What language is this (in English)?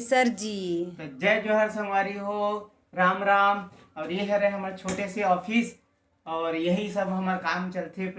Chhattisgarhi